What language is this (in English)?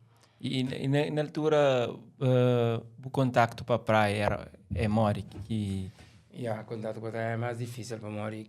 Kabuverdianu